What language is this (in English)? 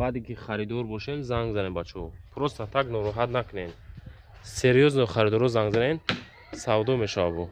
Tajik